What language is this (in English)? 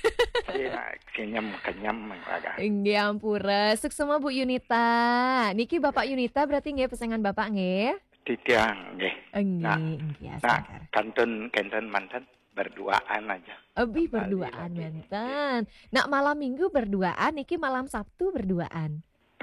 Balinese